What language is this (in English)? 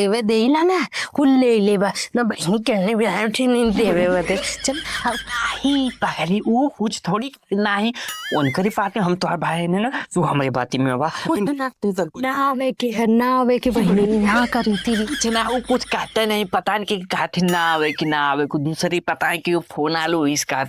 Awadhi